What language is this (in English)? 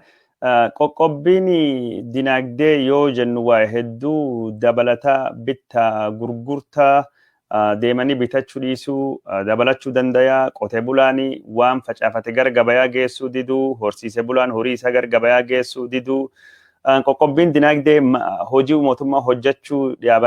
Oromo